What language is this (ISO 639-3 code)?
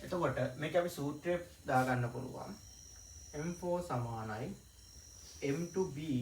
sin